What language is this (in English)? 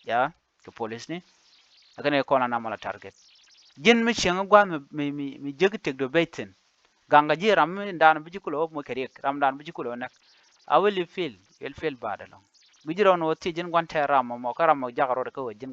Nuer